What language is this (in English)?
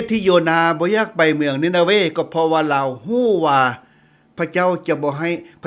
Lao